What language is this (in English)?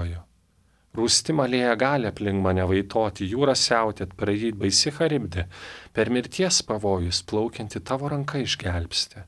Lithuanian